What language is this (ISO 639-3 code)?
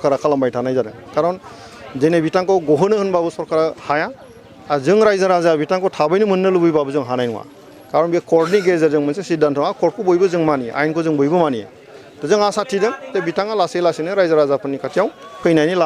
brx